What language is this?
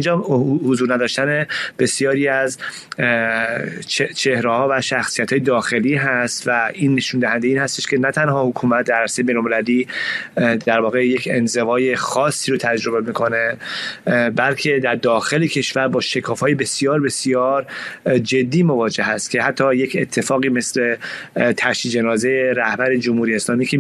Persian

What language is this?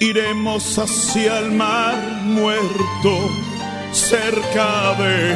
Ladino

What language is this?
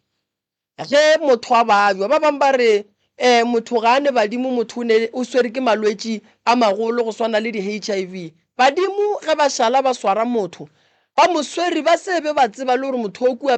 Northern Sotho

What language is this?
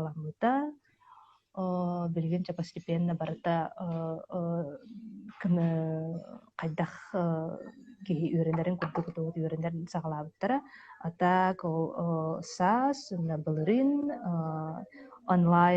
Yakut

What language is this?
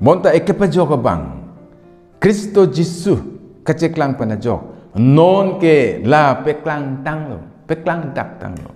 Karbi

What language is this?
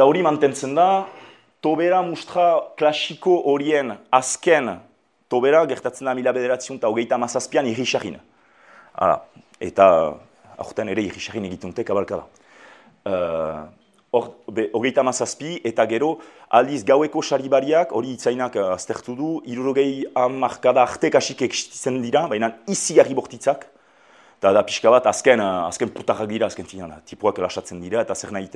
Basque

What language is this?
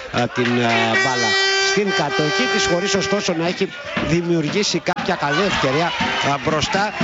Greek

